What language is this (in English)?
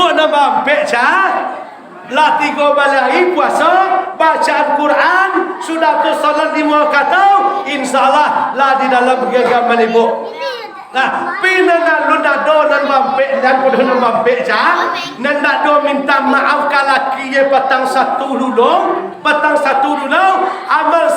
Minangkabau